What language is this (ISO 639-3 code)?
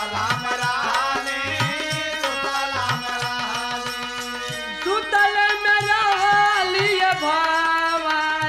bho